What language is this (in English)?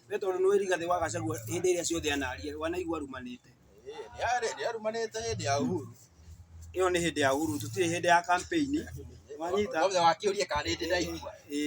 Kikuyu